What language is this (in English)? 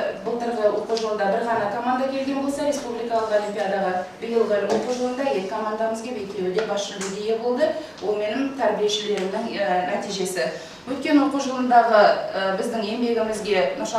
Kazakh